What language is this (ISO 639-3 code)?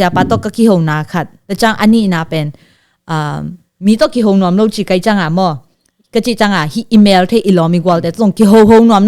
ctd